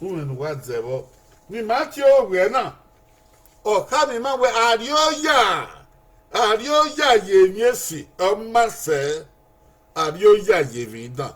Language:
Bini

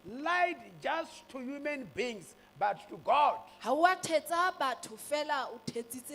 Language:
Southern Sotho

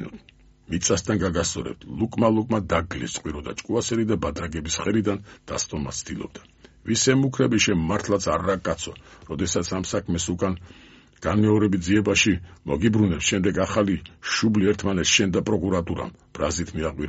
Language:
Georgian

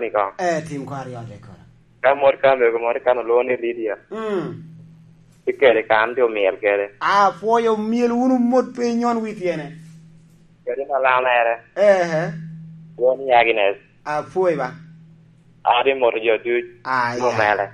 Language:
Lango (Uganda)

